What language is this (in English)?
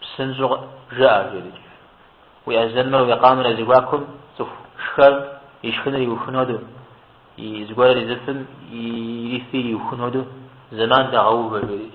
Kabardian